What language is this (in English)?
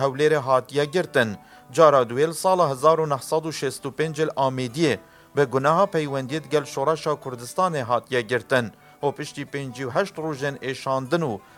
Kurdish